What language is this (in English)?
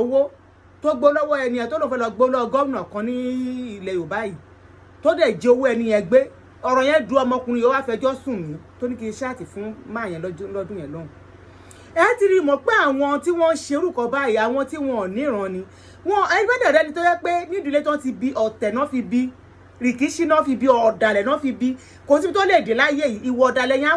Yoruba